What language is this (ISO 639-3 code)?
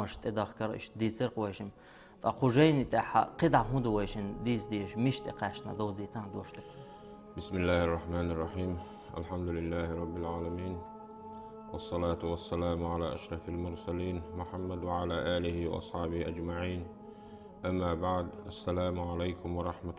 che